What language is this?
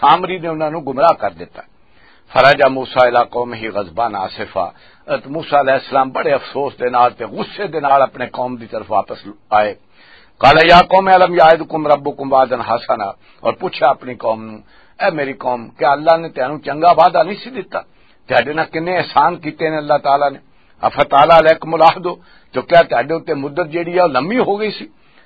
Western Panjabi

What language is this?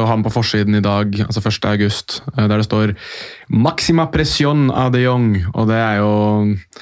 Norwegian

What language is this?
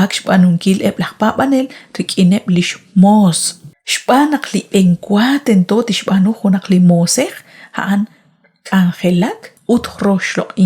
Kekchí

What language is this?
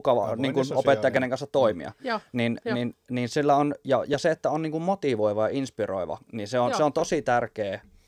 Finnish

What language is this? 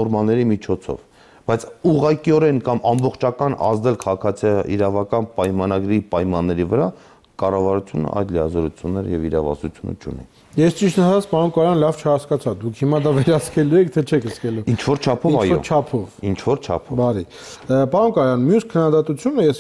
Armenian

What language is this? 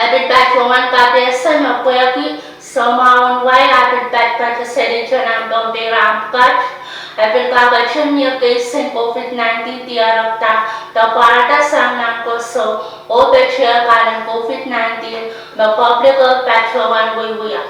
Pohnpeian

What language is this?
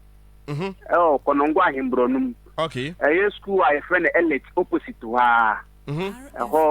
Akan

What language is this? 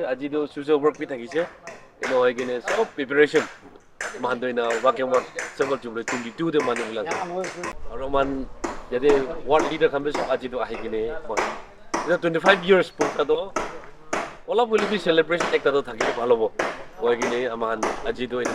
Naga Pidgin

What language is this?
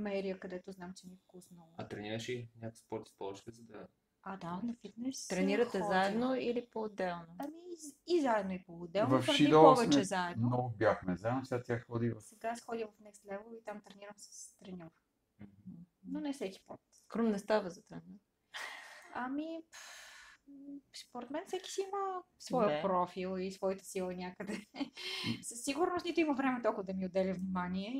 Bulgarian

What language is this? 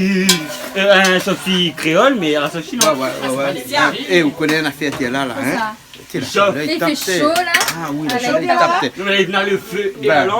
Réunion Creole French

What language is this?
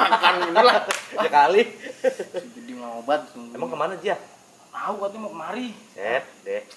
Betawi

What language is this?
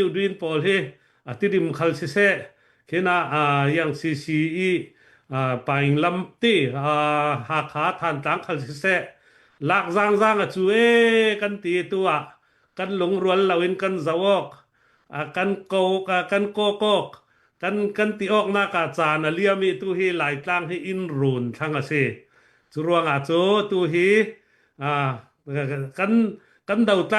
Falam Chin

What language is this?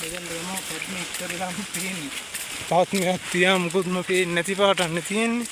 Sinhala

